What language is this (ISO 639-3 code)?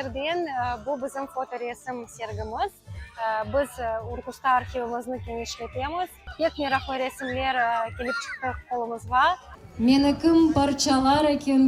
crh